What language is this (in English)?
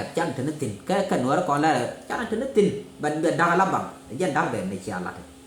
Nuer